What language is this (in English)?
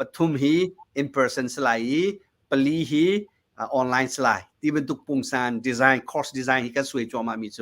Hakha Chin